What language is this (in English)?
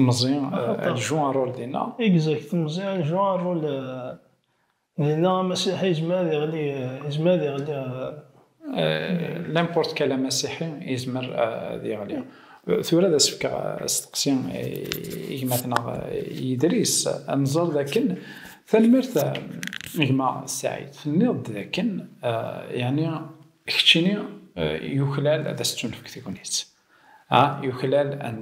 Kabyle